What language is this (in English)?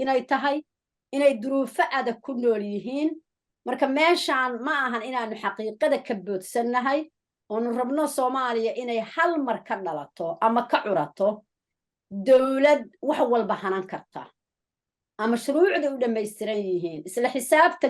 Somali